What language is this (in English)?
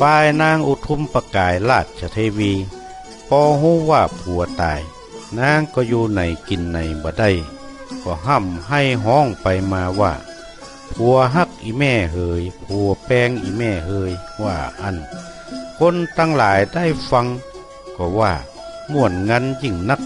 Northern Thai